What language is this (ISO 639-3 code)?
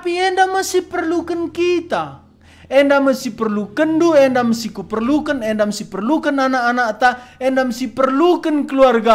btx